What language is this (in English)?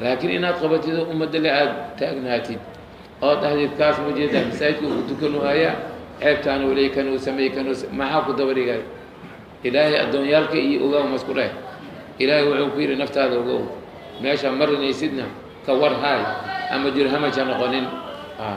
Somali